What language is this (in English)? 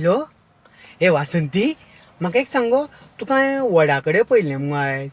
Konkani